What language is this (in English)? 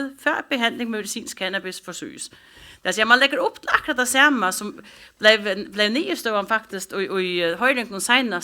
Faroese